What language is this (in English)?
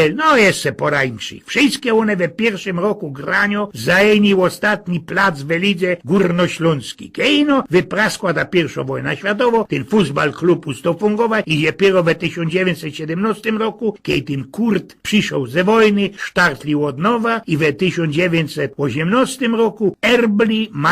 Silesian